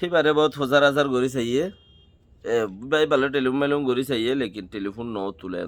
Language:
Rohingya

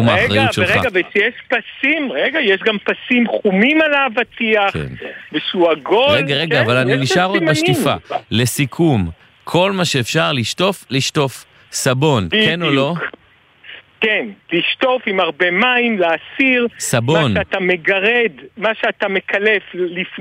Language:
Hebrew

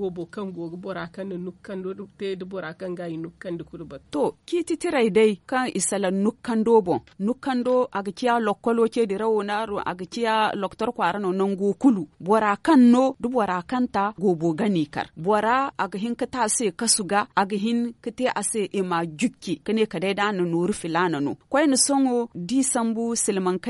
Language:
Zarma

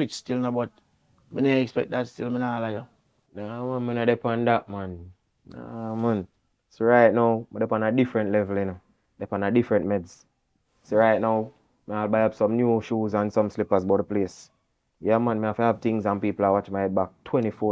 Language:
Jamaican Creole English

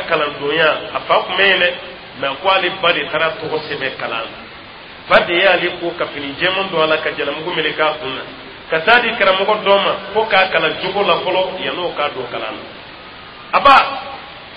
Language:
Dyula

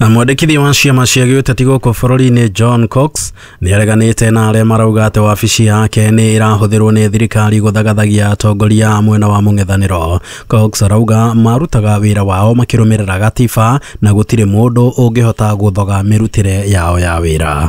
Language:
Kikuyu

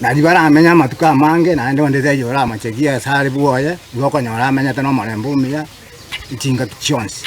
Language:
Gusii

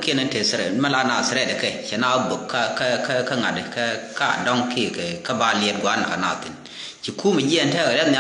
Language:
Nuer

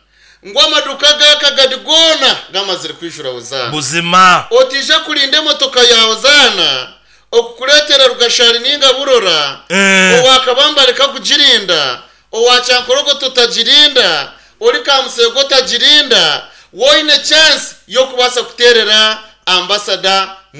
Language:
Nyankole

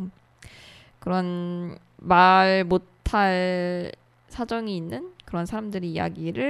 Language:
Korean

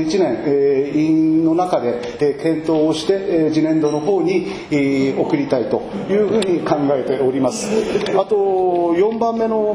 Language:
Japanese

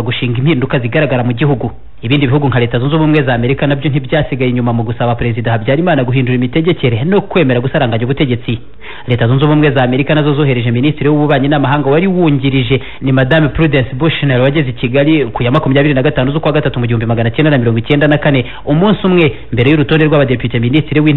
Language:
Kinyarwanda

